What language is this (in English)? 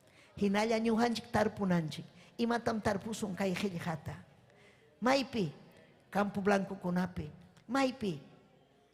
Ayacucho Quechua